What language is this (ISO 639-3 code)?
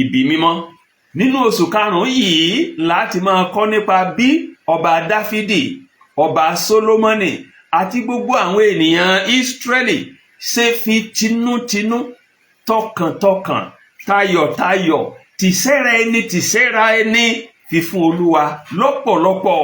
yor